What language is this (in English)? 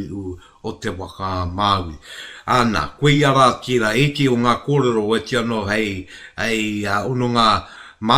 Māori